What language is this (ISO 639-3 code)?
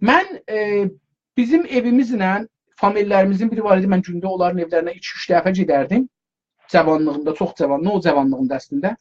azb